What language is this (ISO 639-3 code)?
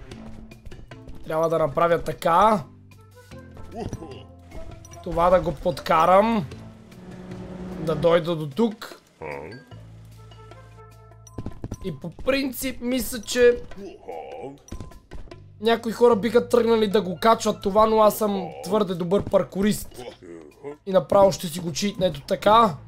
bul